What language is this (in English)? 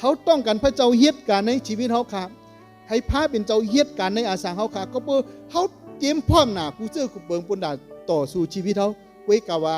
Shan